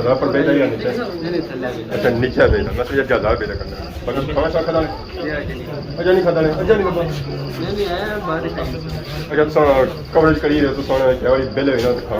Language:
Pahari-Potwari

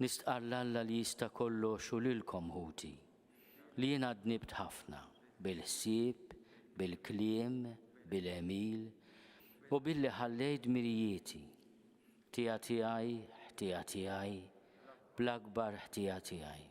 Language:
Maltese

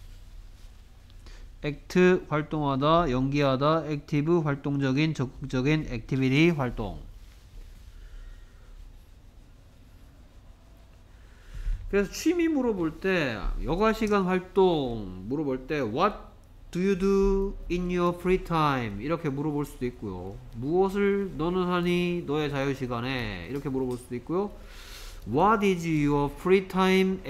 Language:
Korean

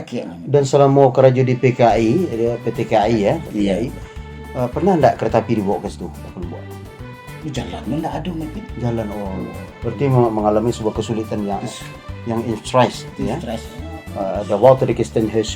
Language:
Minangkabau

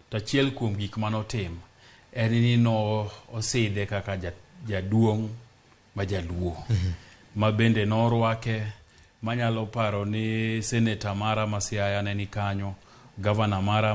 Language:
Luo (Kenya and Tanzania)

